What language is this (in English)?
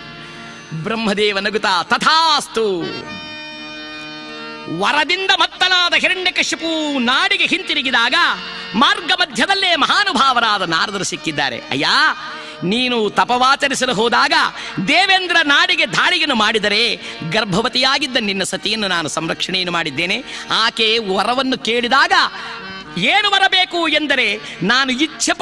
Kannada